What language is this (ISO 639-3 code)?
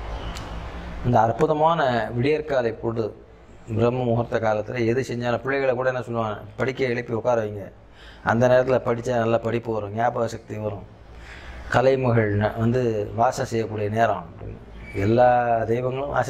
tam